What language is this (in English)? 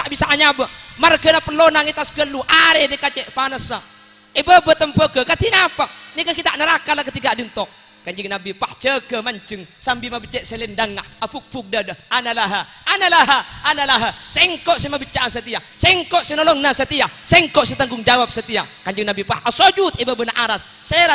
Madurese